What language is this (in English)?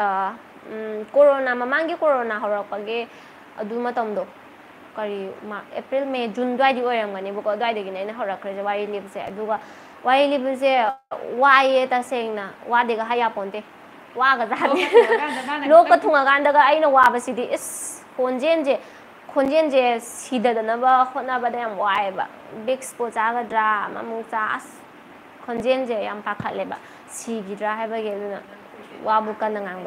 Manipuri